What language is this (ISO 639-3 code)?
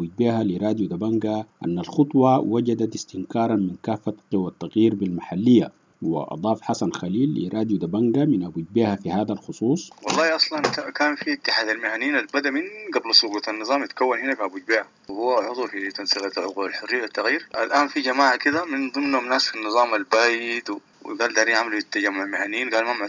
apd